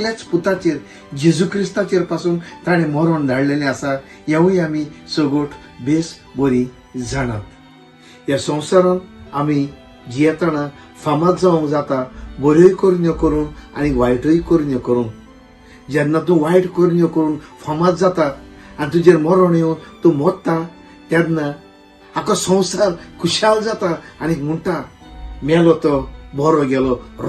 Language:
Konkani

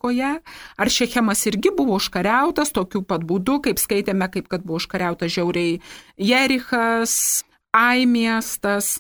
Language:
Lithuanian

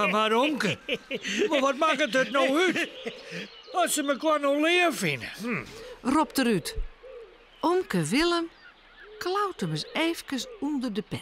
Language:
Western Frisian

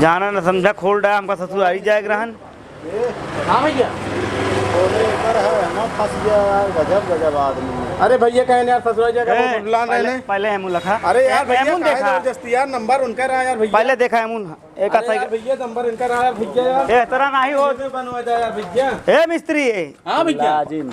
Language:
Awadhi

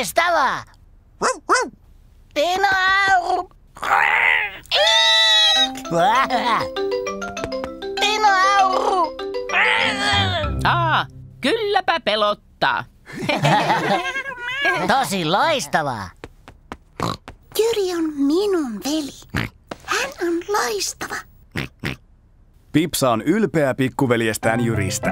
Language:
Finnish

